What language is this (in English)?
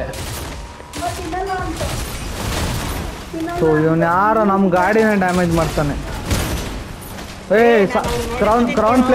Kannada